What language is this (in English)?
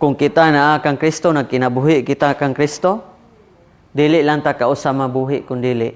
Cebuano